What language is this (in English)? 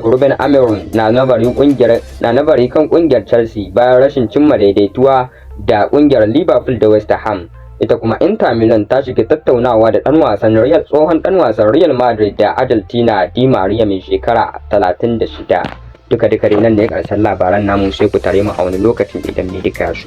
Hausa